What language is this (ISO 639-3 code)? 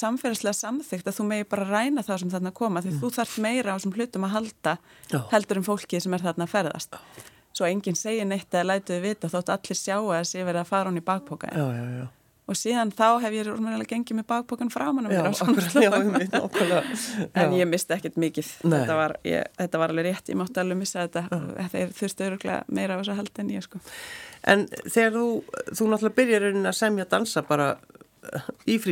isl